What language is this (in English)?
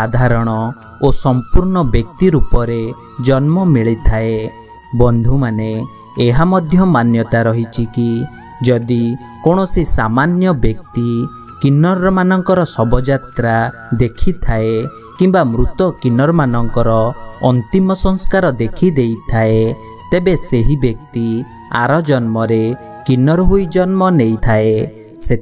Odia